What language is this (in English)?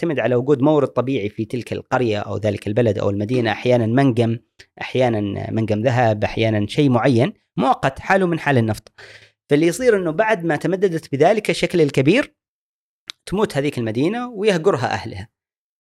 Gulf Arabic